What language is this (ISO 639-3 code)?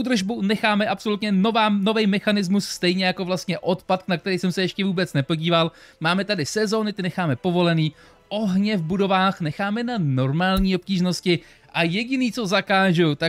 ces